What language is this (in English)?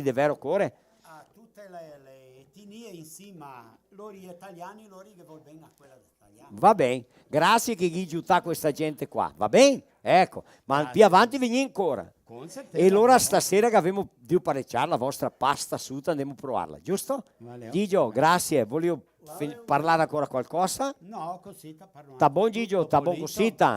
Venetian